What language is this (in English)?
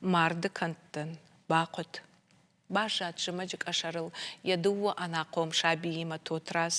Ossetic